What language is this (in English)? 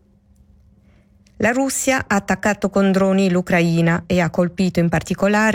Italian